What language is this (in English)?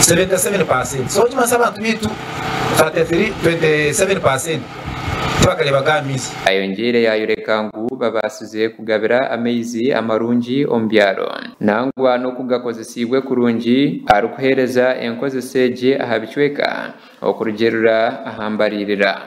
Nyankole